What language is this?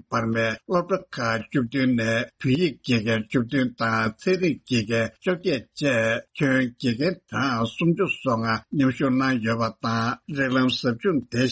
Tibetan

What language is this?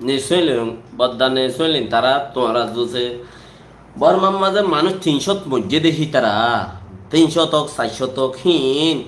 Rohingya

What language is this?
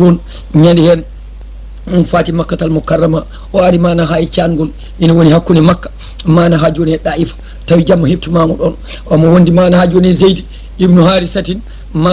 Fula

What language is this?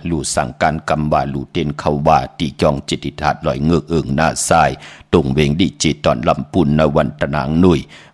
Shan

